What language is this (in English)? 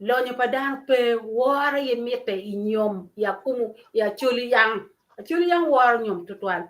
Acoli